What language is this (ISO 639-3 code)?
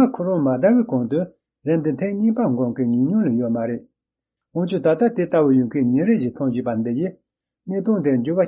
bod